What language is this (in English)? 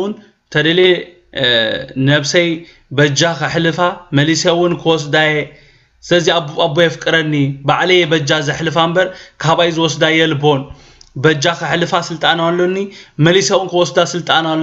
Tigrinya